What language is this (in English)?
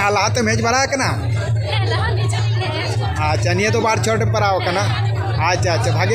Santali